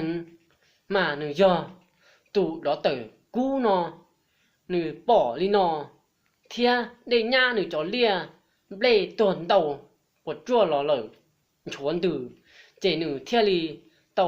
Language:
Hmong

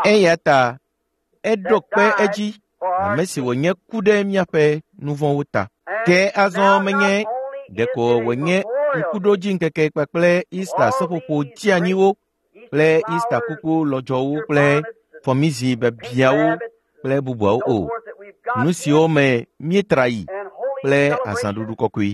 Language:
Ewe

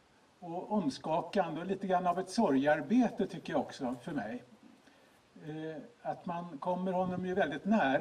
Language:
Swedish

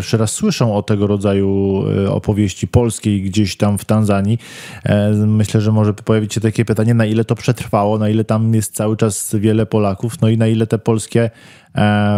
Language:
Polish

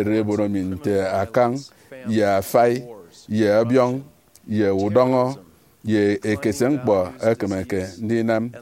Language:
Efik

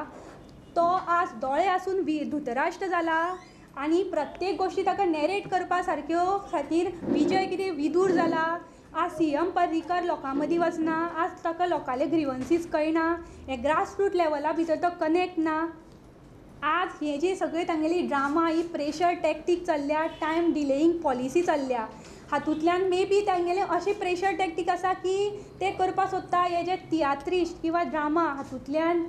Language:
Konkani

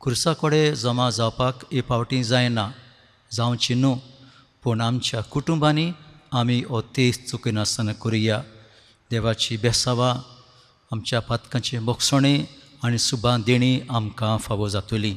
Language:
Konkani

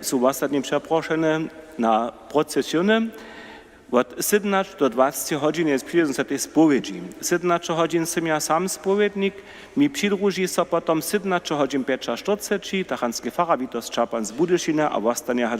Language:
Upper Sorbian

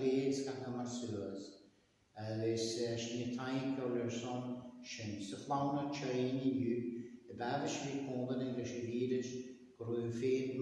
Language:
Scottish Gaelic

